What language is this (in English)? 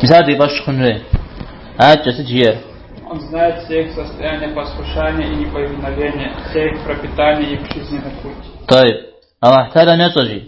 Kabardian